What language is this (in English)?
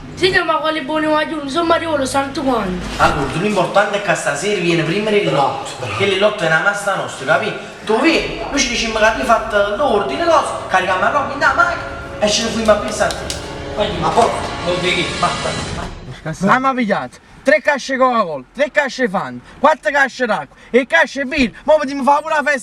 Neapolitan